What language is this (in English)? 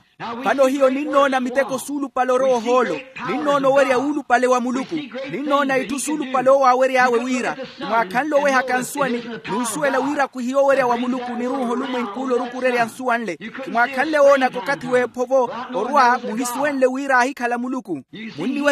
Makhuwa